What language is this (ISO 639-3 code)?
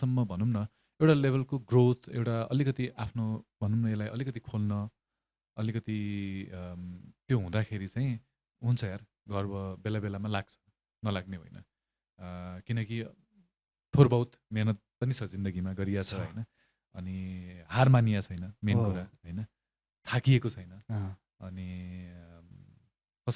nep